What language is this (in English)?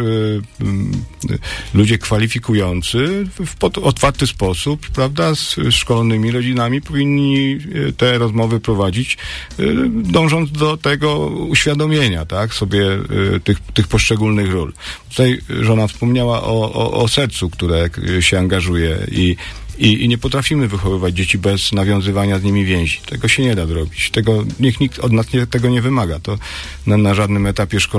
Polish